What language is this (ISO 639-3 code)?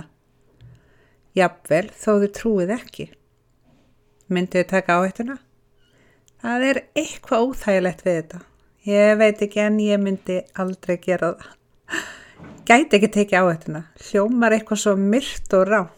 isl